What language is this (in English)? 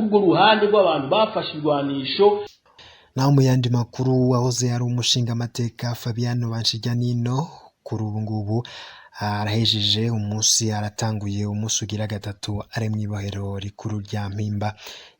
Rundi